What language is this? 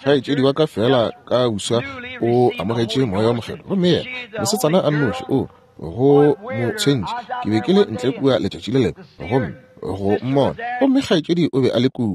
Northern Sotho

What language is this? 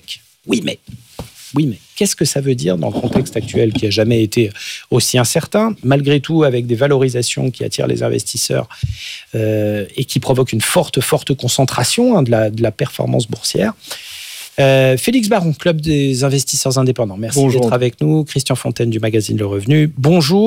French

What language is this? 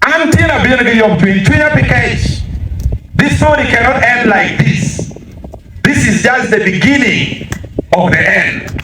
Acoli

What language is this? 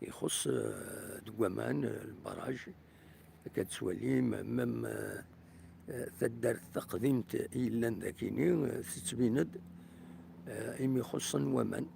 Kabyle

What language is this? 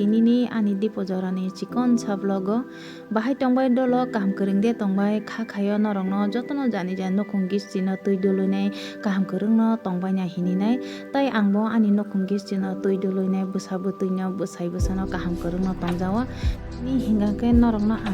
Kok Borok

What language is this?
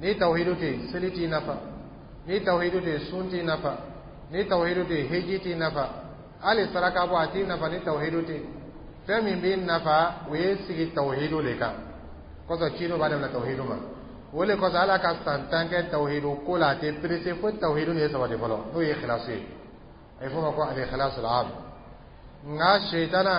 Dyula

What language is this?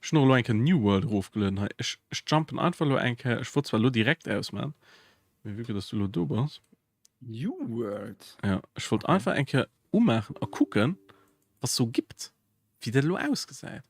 Luxembourgish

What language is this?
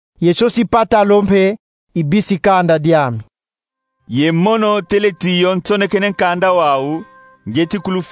Kongo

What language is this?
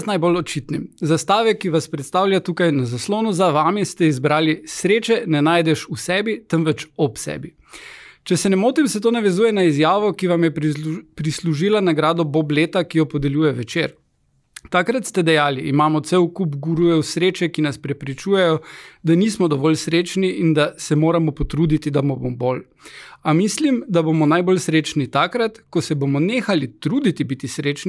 Slovenian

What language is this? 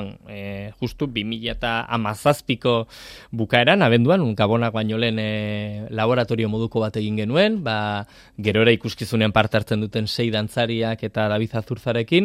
Basque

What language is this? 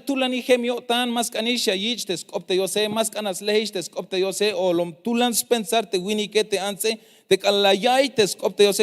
Tzeltal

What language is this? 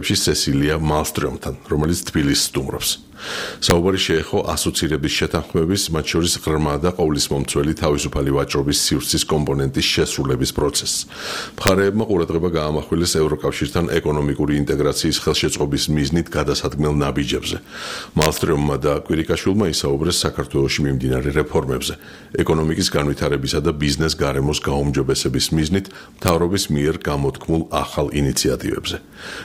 Georgian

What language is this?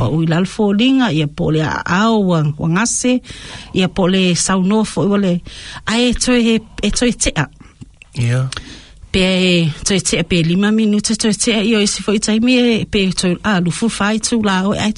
Samoan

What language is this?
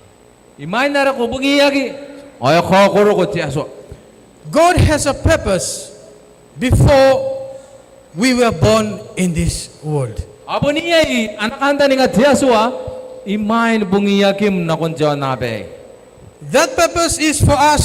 Gilbertese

